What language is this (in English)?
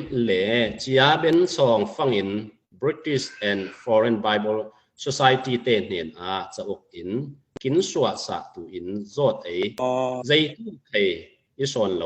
Falam Chin